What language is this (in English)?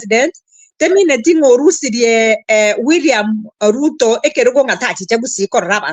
Gusii